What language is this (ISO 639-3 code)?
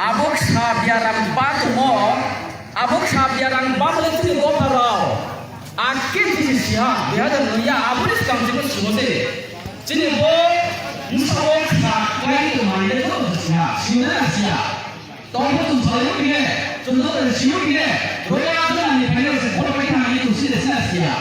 ria